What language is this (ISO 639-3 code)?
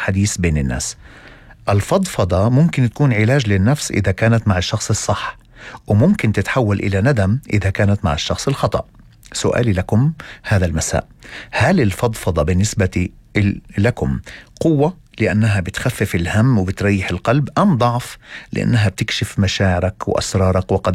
apc